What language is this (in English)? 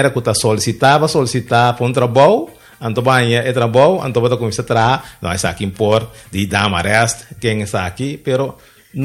Papiamento